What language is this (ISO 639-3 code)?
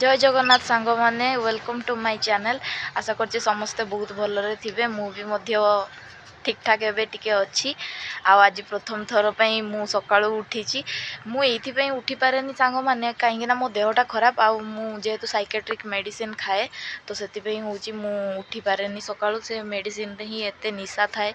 ori